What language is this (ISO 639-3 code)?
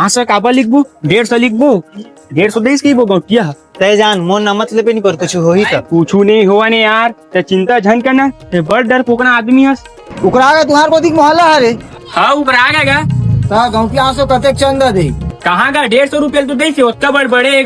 hne